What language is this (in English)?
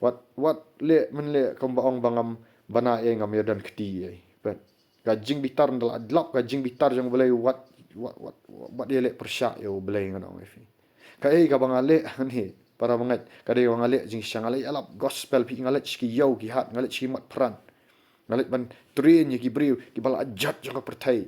Khasi